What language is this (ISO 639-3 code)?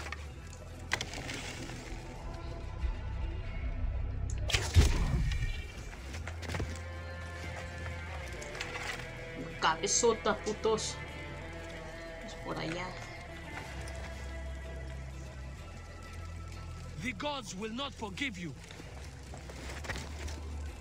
spa